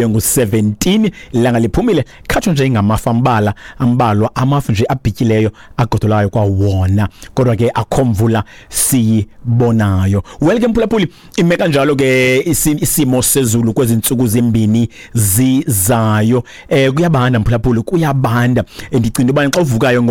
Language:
Xhosa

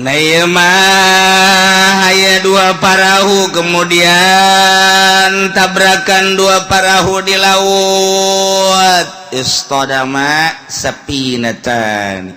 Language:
Sundanese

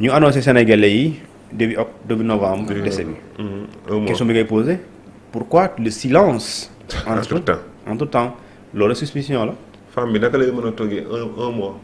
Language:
Wolof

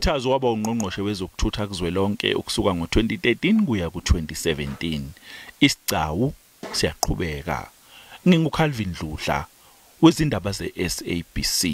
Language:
Zulu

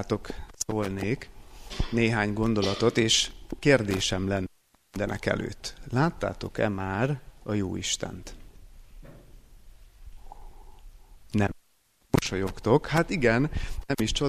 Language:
Hungarian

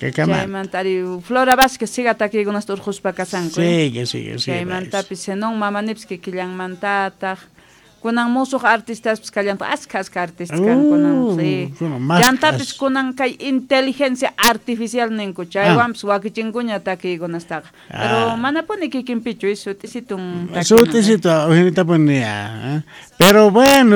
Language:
South Bolivian Quechua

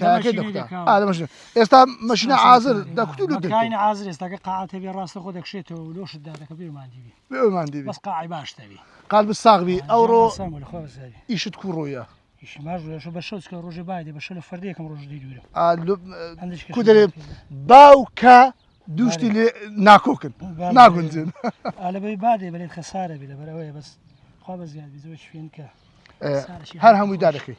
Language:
Central Kurdish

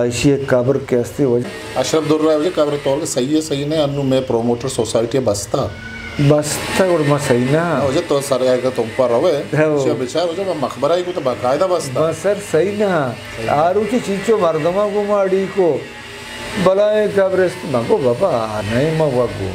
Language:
Eastern Balochi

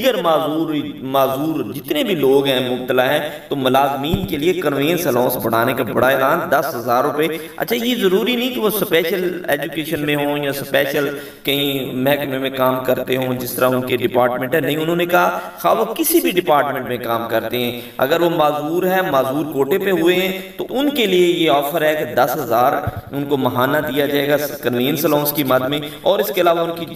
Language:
Urdu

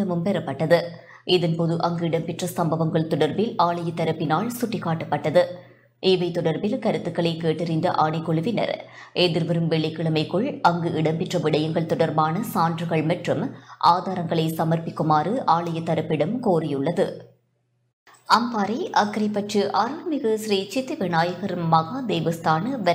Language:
Tamil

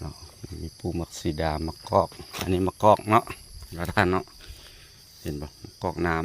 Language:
Lao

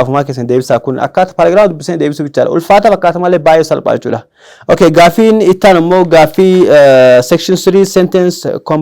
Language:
Oromo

